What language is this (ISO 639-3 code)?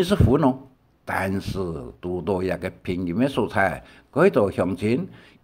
hak